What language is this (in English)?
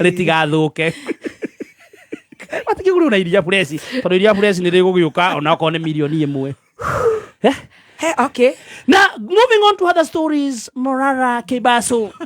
Kikuyu